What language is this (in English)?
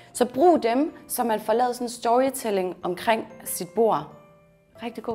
Danish